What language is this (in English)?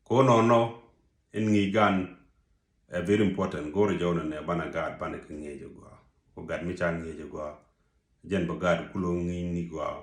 Nuer